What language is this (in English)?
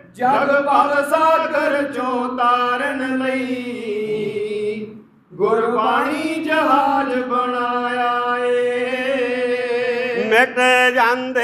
Punjabi